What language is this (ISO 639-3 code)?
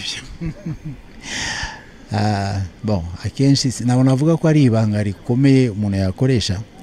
kin